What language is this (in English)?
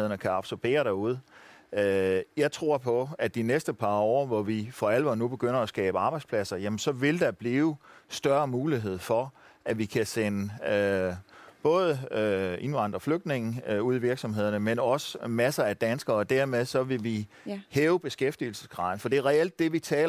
Danish